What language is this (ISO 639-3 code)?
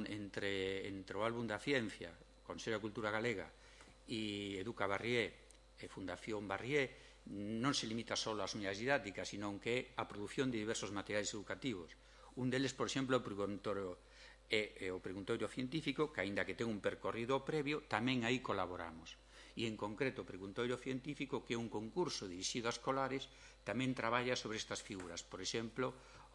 glg